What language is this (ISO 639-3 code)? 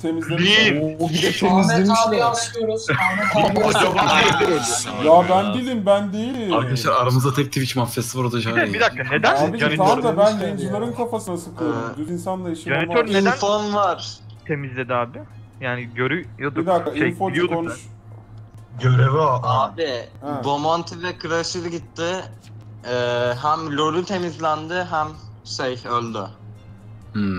tur